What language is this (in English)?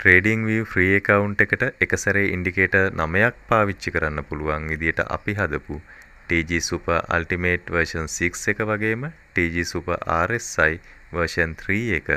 Sinhala